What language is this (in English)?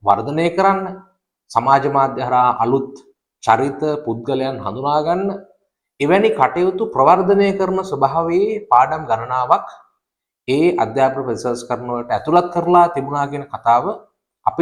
Sinhala